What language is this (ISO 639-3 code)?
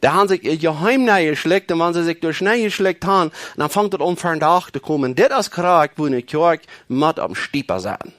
pdt